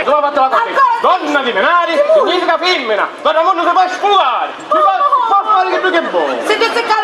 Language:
Sicilian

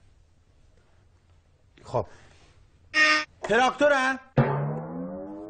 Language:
Persian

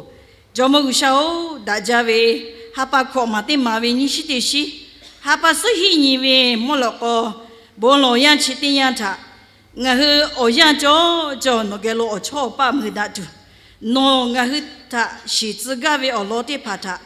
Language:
Lahu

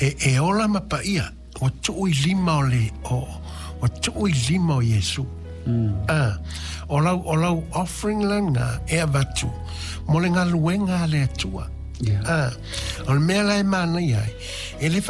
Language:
Samoan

